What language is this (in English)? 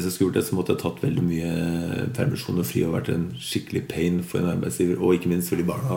Norwegian